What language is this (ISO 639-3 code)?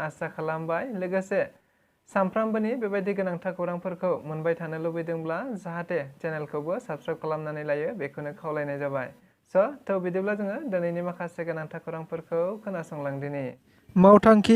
brx